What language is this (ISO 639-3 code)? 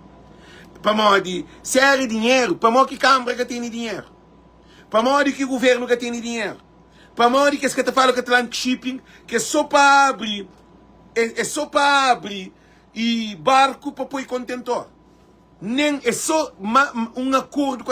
kea